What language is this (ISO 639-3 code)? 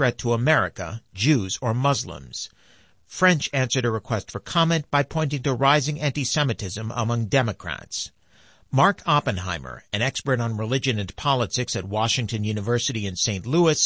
eng